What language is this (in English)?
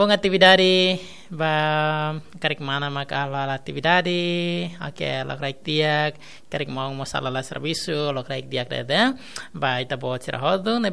Tetum